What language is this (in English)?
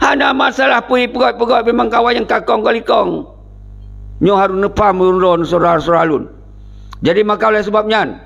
Achinese